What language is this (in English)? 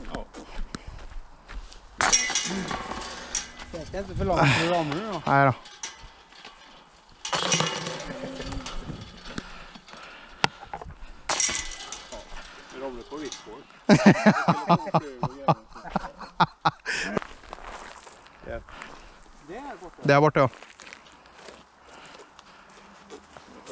Swedish